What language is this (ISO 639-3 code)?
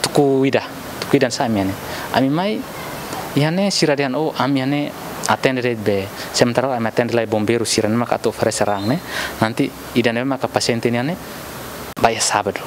tet